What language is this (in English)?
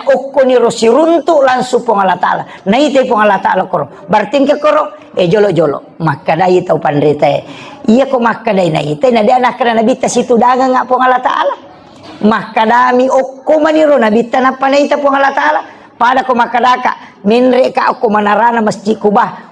Buginese